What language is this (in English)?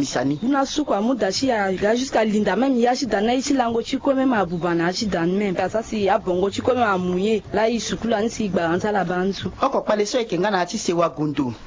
Sango